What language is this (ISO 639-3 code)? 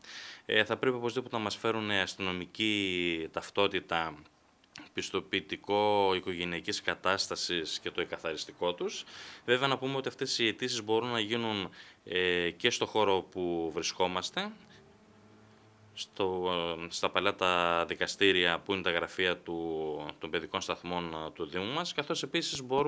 ell